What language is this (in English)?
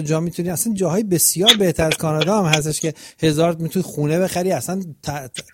Persian